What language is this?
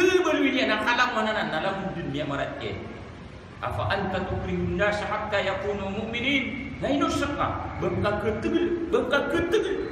Maranao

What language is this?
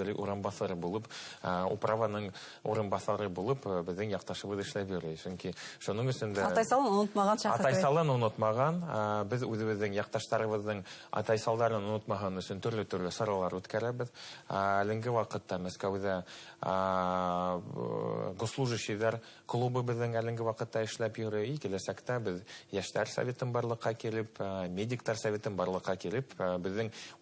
Bashkir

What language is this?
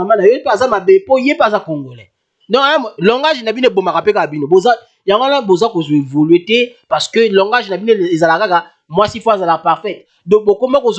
Lingala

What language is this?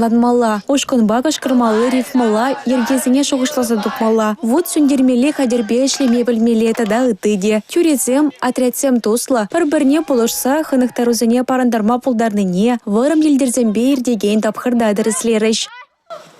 Chuvash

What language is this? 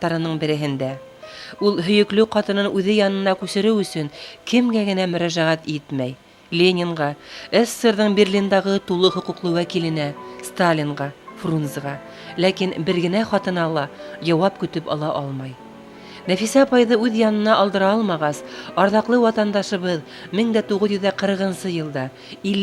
Bashkir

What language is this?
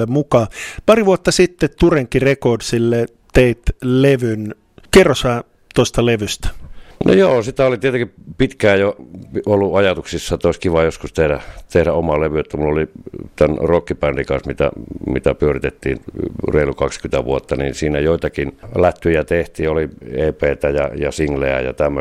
Finnish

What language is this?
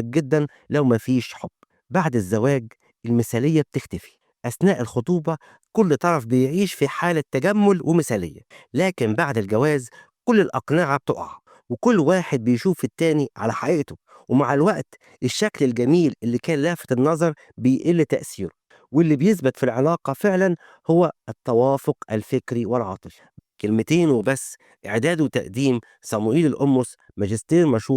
Egyptian Arabic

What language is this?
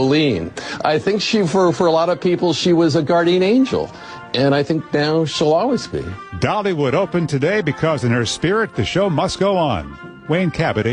English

